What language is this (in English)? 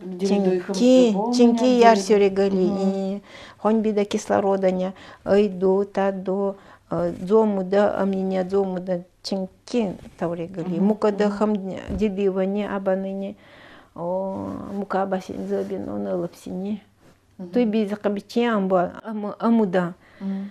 Nanai